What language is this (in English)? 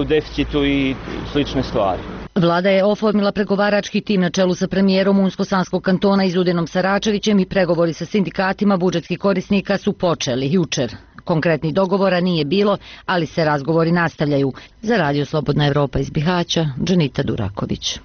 Bosnian